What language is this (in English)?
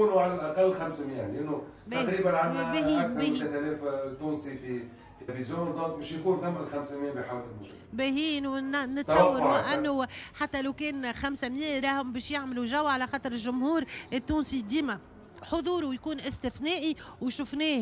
Tunisian Arabic